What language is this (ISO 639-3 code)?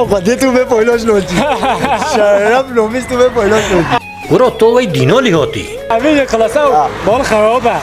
kur